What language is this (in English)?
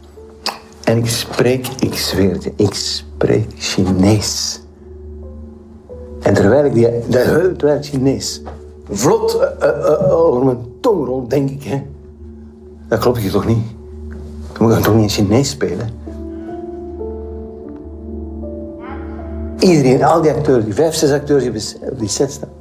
Dutch